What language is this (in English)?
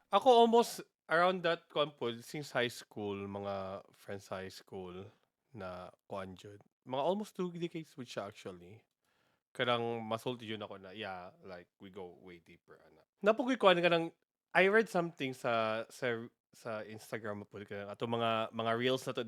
Cebuano